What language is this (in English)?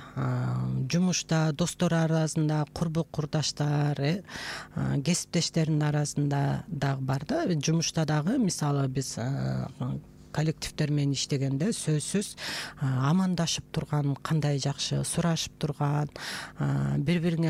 Kyrgyz